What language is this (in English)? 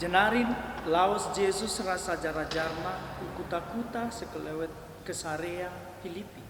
Batak Karo